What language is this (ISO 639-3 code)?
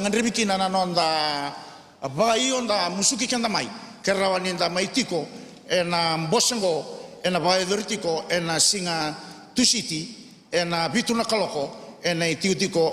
fij